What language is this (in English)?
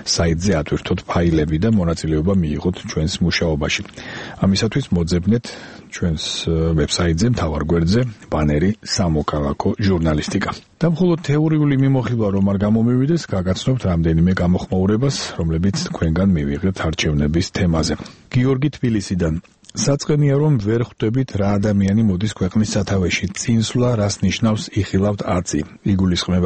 Georgian